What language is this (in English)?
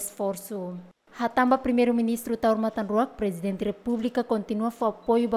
Tetum